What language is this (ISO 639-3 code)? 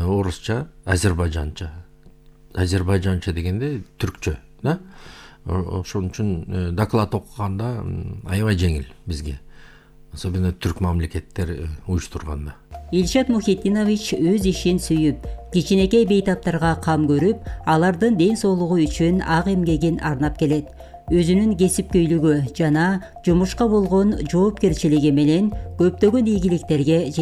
kir